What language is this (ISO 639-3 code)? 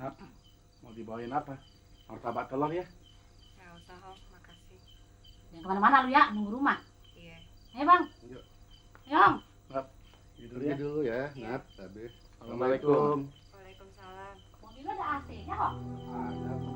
bew